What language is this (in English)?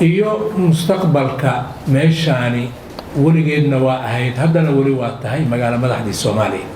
Somali